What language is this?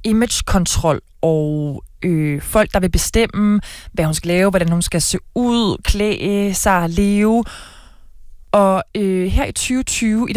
Danish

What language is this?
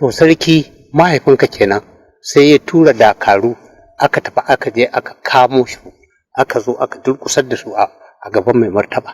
Hausa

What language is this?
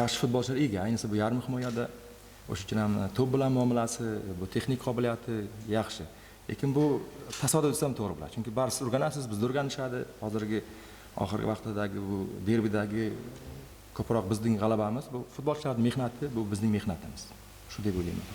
Uzbek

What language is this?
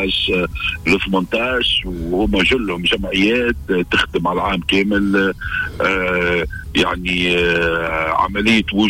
Tunisian Arabic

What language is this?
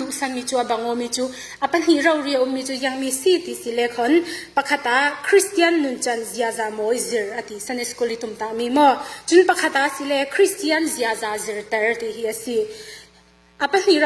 Falam Chin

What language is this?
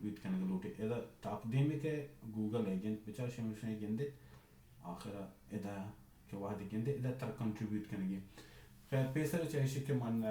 Baluchi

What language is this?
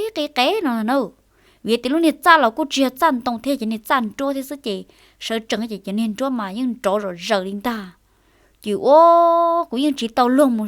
Hmong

